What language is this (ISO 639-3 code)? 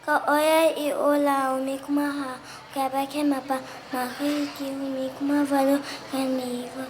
haw